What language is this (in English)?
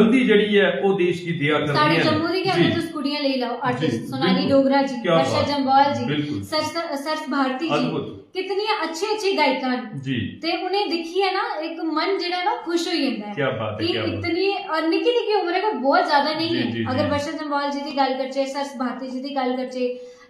Dogri